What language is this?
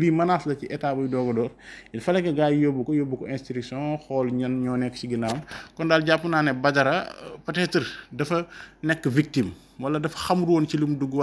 Wolof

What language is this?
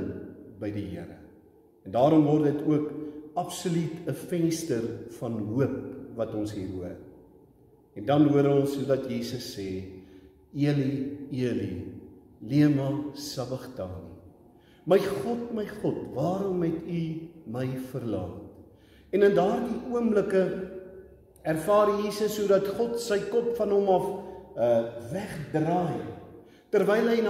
Afrikaans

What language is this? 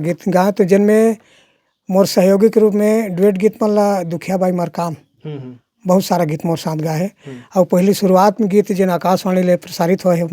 Chhattisgarhi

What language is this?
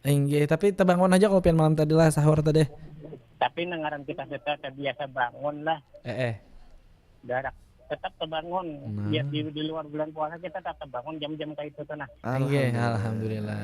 Banjar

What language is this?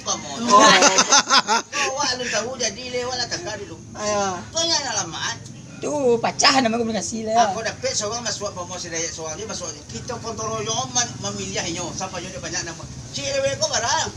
Minangkabau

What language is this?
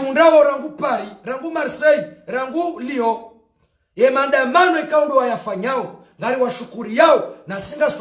Ngazidja Comorian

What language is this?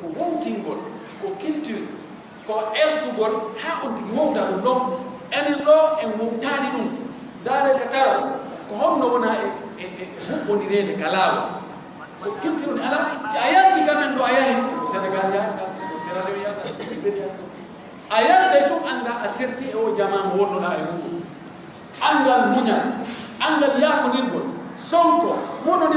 Pular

